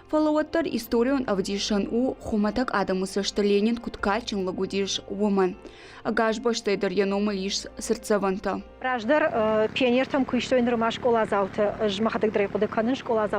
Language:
Ossetic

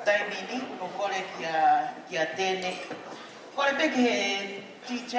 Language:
Tongan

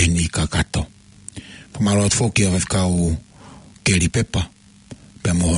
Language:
Tongan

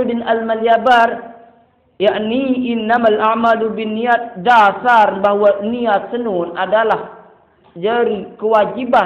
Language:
Sasak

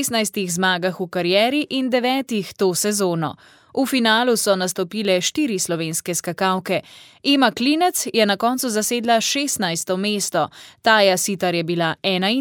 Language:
Slovenian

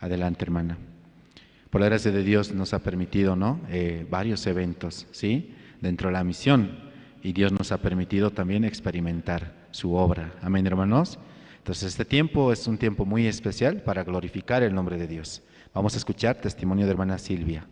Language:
Aymara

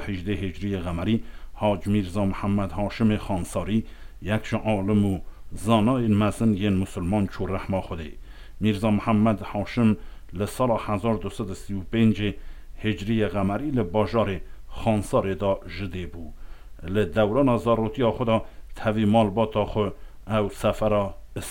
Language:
Kurdish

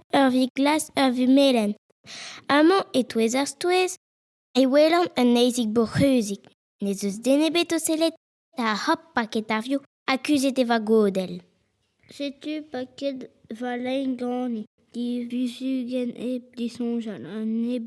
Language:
Breton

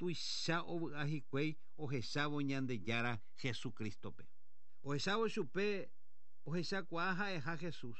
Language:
Guarani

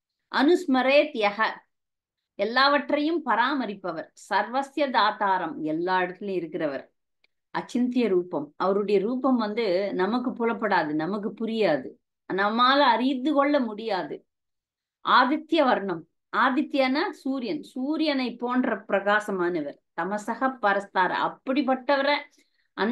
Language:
Tamil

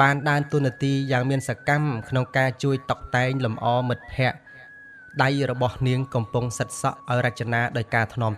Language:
Khmer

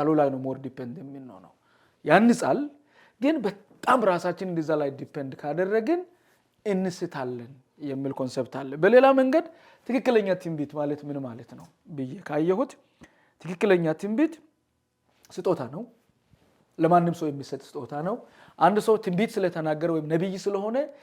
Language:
Amharic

